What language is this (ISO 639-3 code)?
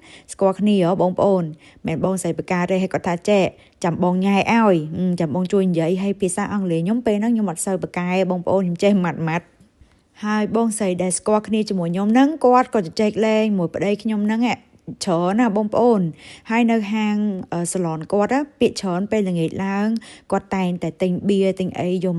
khm